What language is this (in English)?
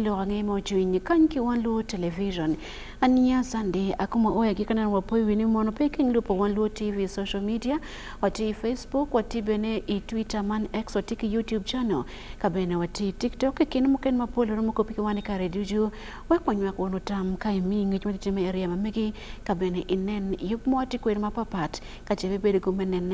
Acoli